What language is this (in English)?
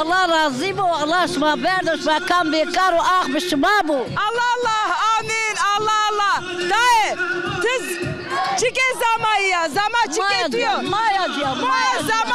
Zaza